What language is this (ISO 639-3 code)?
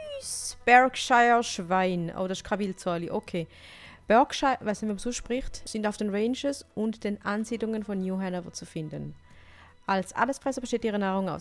gsw